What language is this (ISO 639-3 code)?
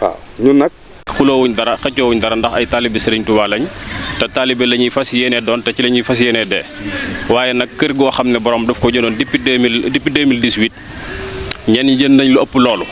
wol